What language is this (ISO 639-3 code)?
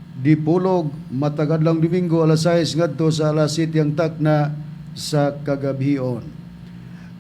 ceb